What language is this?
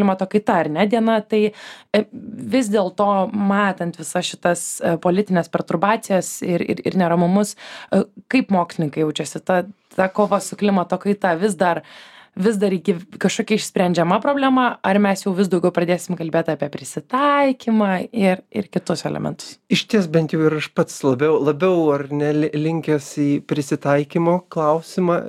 Lithuanian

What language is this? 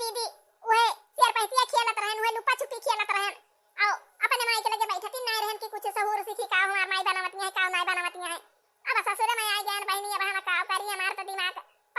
Awadhi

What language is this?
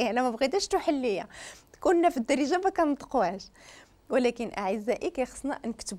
Moroccan Arabic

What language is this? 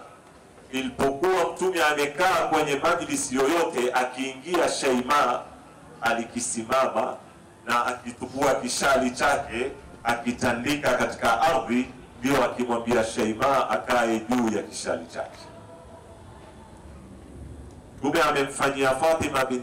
Swahili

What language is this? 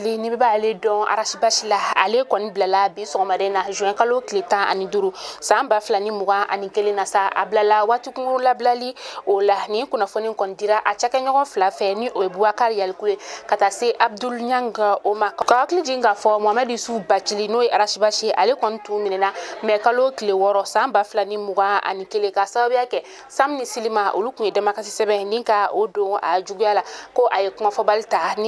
Bambara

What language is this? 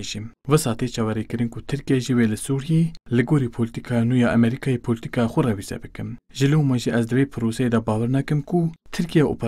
Kurdish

